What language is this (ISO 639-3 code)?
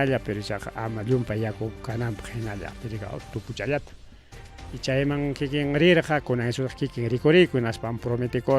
quy